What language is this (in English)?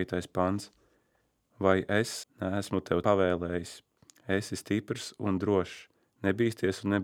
Latvian